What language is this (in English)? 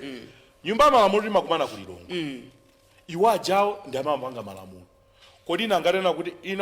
Nyanja